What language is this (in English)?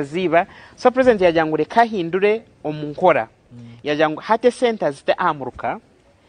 Nyankole